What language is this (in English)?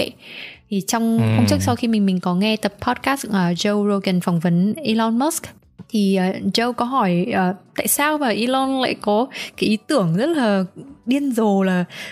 Vietnamese